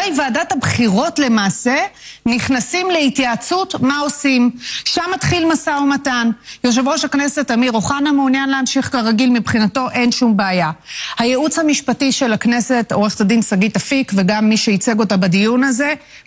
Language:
Hebrew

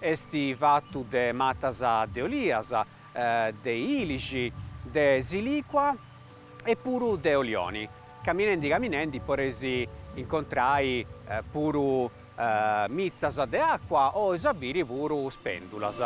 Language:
Sardinian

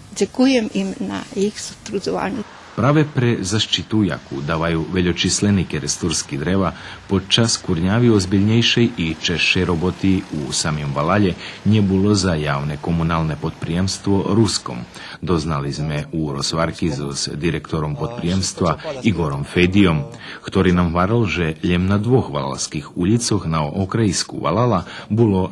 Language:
Rusyn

